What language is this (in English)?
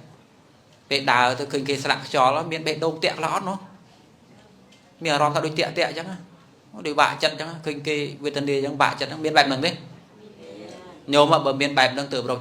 Khmer